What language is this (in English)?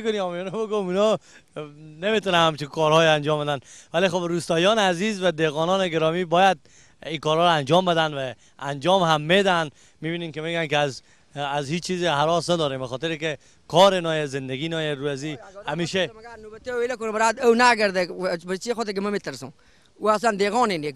Persian